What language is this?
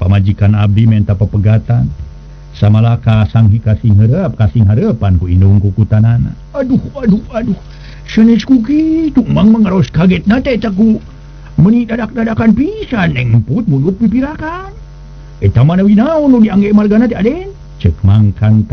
Sundanese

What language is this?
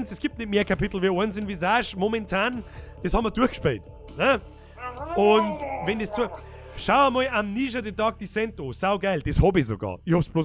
Bavarian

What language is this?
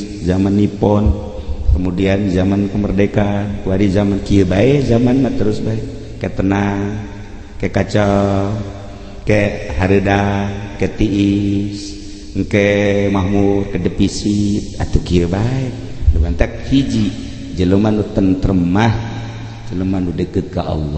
Sundanese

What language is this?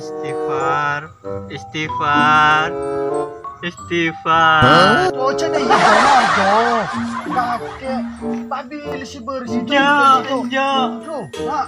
Madurese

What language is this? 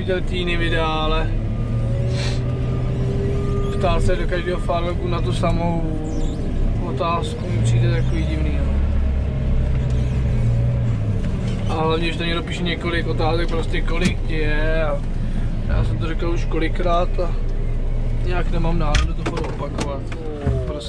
Czech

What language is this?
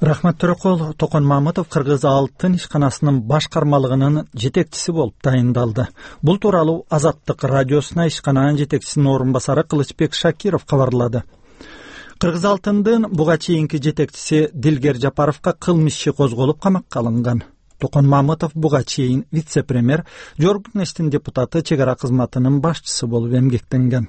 Kyrgyz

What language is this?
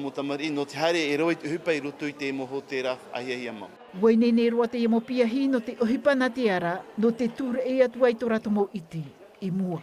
Tahitian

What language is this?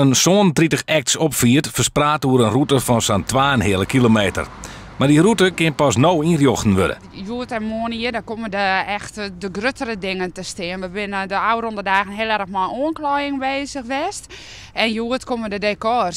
Western Frisian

